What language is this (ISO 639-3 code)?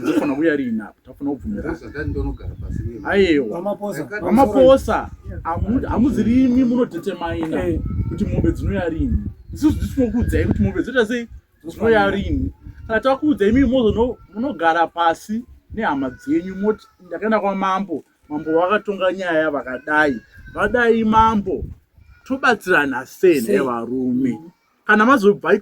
sna